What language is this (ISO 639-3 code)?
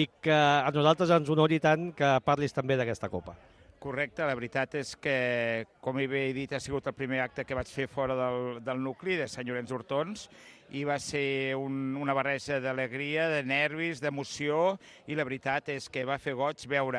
cat